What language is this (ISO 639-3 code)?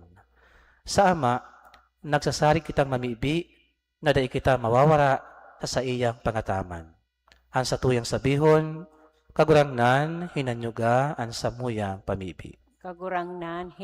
bik